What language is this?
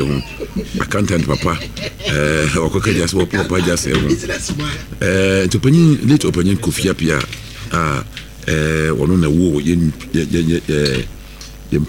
Akan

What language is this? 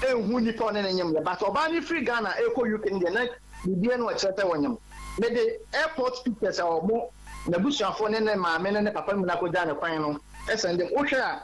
Akan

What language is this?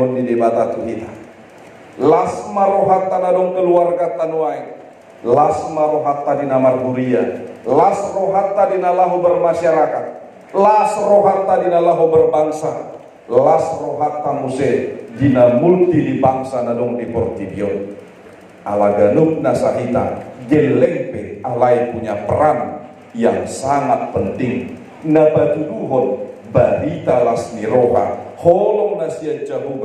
Batak Toba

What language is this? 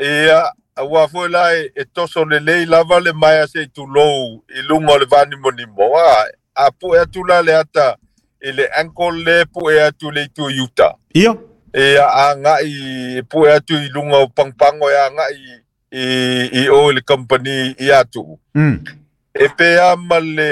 Samoan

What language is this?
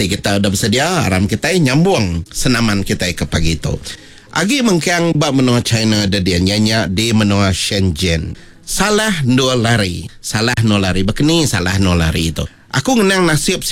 Iban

